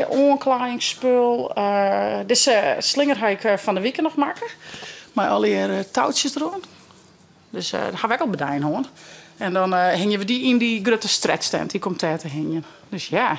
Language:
Western Frisian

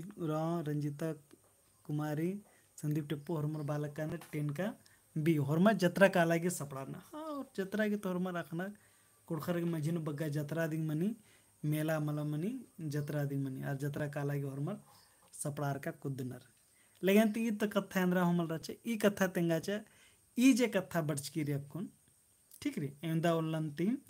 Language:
Kurukh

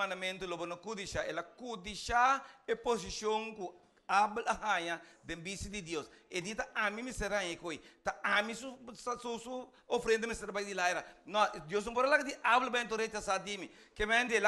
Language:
Papiamento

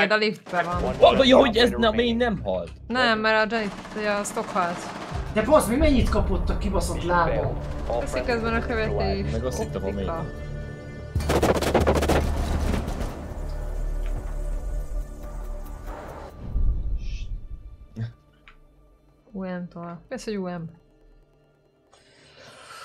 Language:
Hungarian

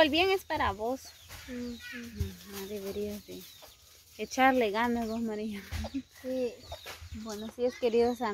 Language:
Spanish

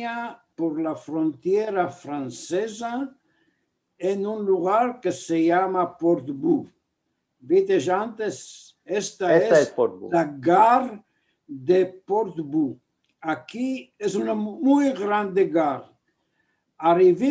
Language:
Ladino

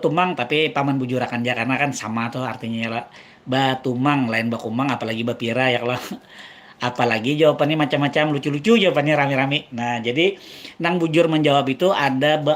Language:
Banjar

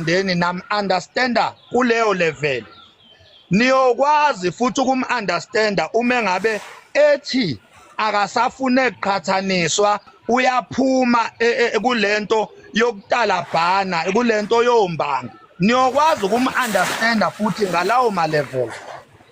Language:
Zulu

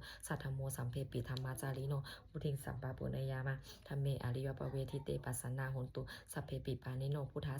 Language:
Pali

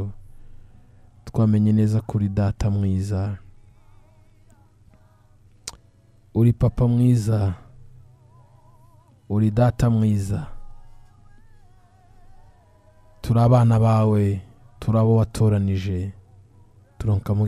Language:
Kinyarwanda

